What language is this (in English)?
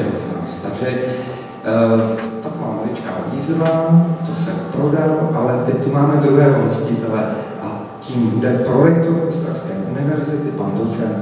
Czech